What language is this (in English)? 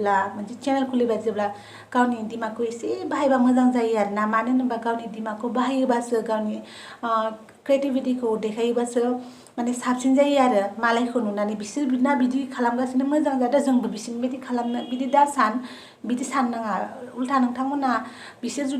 Bodo